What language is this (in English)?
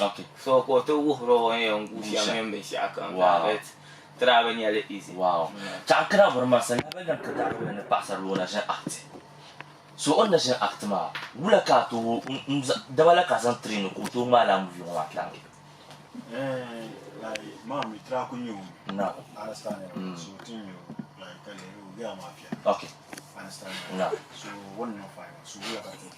Dagbani